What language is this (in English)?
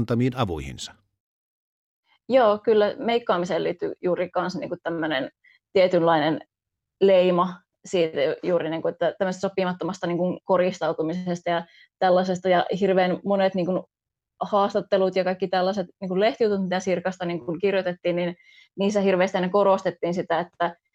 Finnish